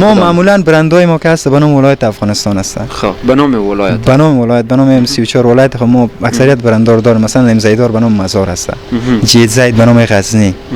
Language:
Persian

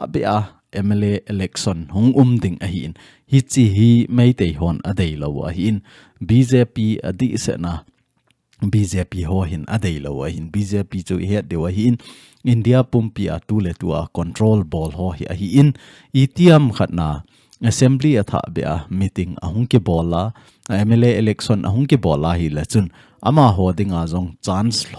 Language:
Thado Chin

